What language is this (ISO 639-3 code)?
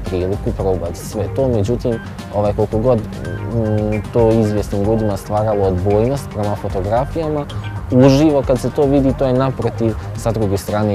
bos